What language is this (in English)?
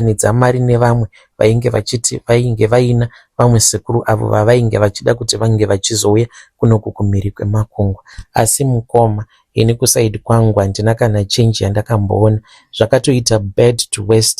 Shona